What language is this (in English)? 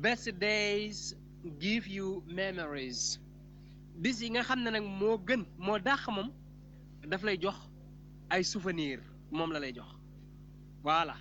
Wolof